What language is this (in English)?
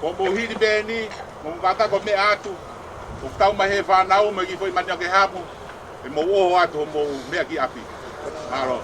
Tongan